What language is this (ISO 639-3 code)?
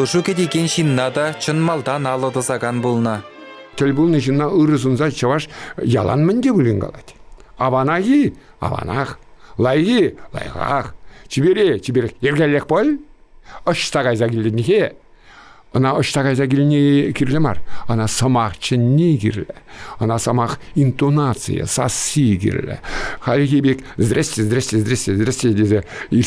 chv